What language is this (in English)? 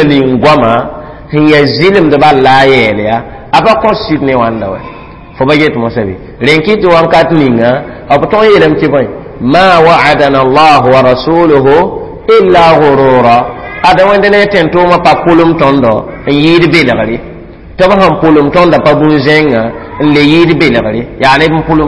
Mossi